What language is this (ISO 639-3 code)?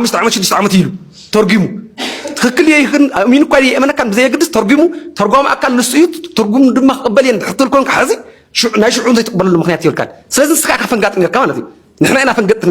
tir